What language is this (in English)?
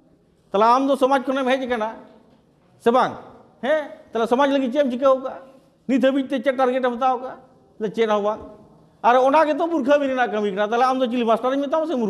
Santali